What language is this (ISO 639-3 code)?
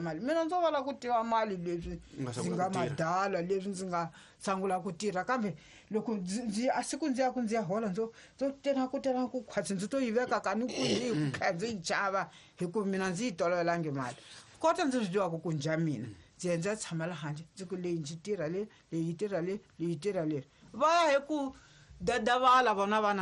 tso